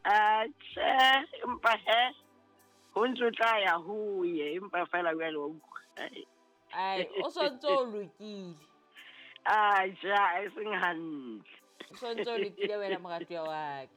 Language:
Southern Sotho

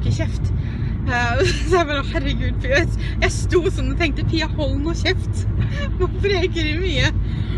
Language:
Norwegian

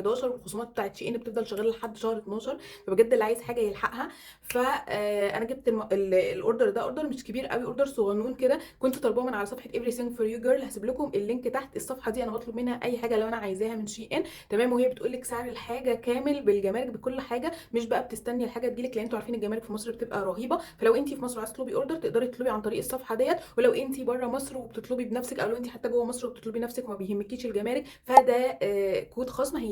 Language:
Egyptian Arabic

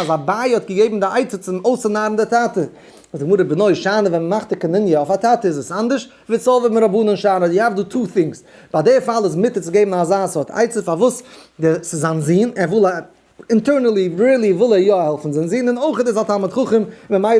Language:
Yiddish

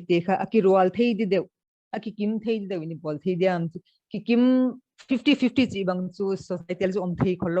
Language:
Paite Chin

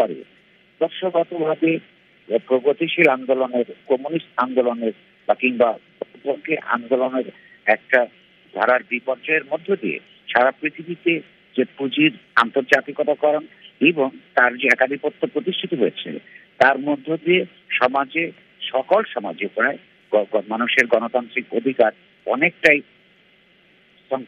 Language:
Bangla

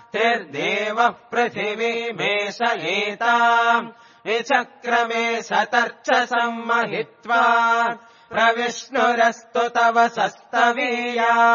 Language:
Sanskrit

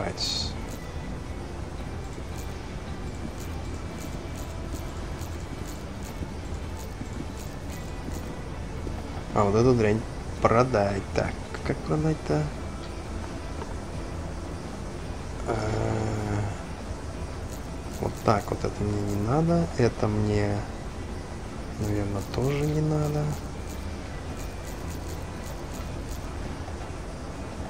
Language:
Russian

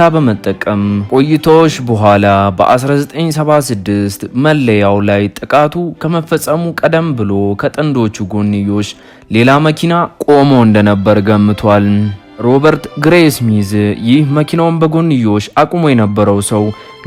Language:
Amharic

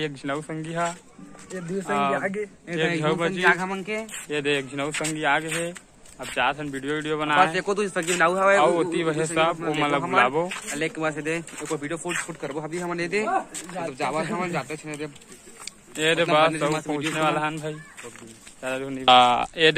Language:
Chhattisgarhi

